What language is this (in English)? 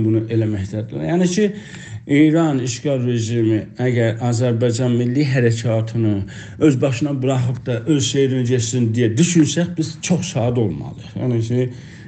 South Azerbaijani